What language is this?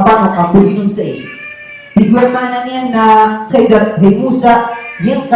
Maranao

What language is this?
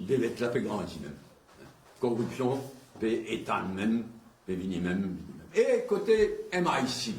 Morisyen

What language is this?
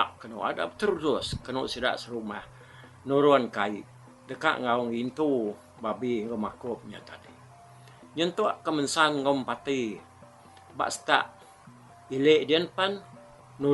Iban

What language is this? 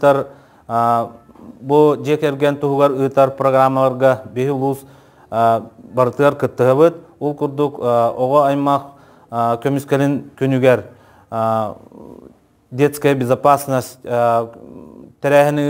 Yakut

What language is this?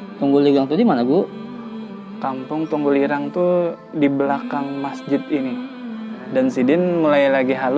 Banjar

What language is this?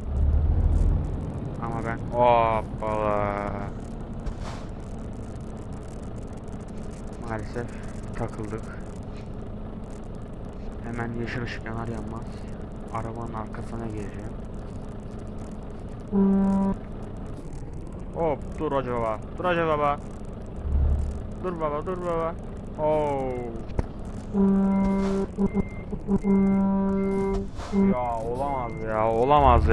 Turkish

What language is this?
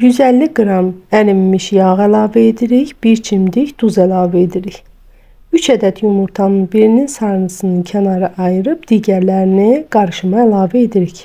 Azerbaijani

